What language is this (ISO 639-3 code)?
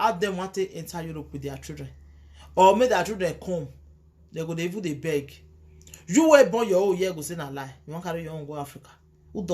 pcm